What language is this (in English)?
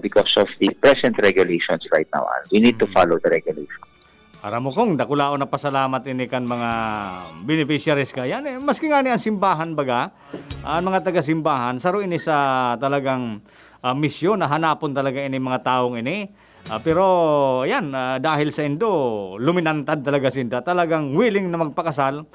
Bikol